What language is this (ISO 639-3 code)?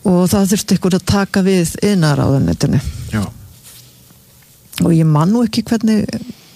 isl